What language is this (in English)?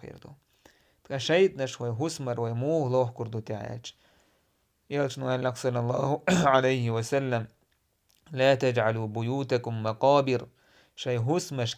Chechen